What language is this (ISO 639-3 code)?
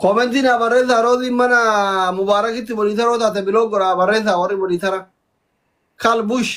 orm